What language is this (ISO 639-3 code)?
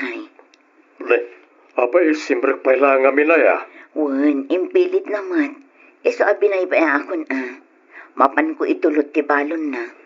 ilo